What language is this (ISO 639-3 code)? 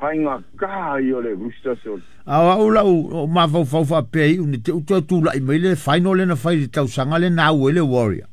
smo